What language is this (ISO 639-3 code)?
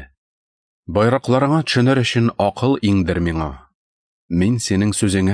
tat